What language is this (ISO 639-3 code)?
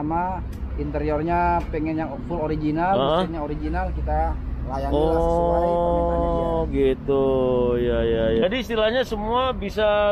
ind